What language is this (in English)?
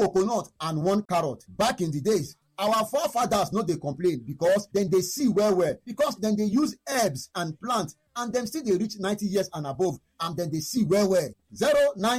Nigerian Pidgin